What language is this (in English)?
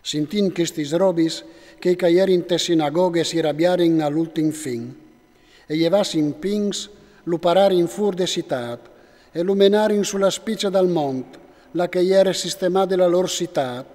Friulian